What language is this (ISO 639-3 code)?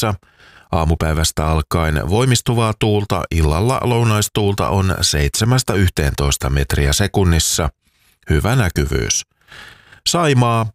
fin